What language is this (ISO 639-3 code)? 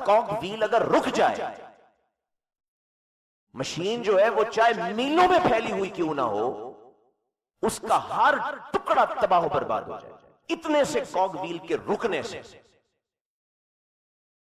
urd